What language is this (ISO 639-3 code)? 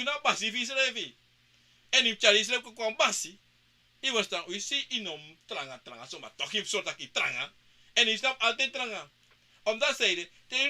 srn